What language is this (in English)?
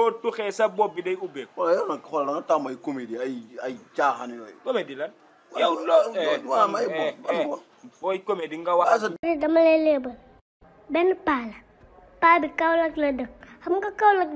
Wolof